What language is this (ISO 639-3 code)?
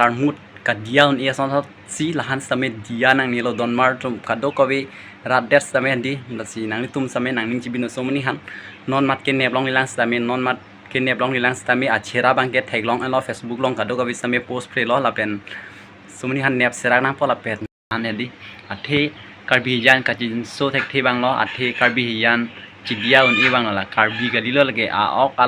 mjw